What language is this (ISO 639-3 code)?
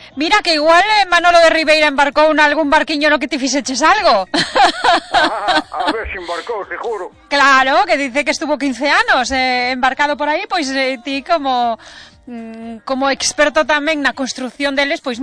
glg